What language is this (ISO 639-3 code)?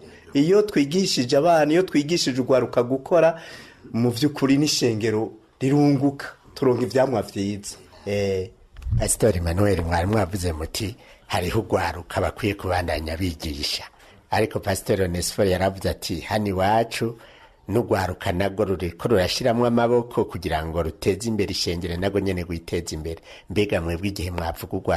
run